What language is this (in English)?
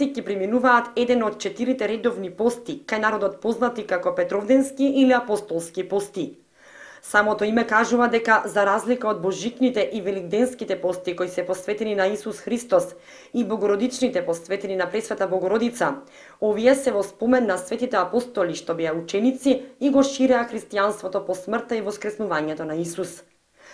Macedonian